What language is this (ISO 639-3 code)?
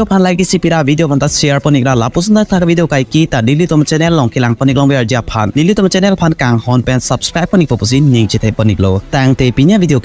mjw